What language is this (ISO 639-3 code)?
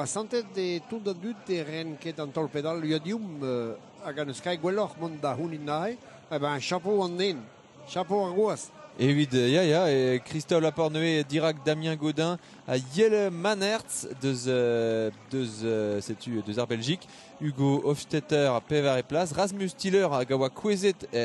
bre